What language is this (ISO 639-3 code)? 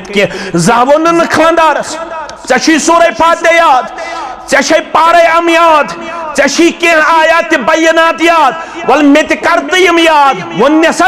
kas